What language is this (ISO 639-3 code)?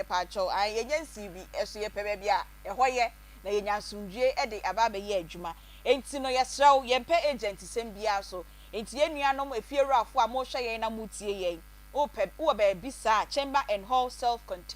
aka